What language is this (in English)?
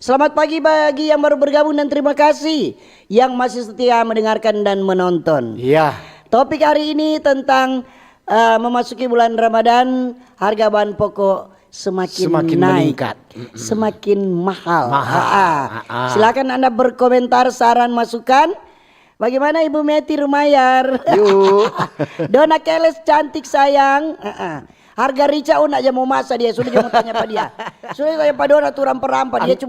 Manado Malay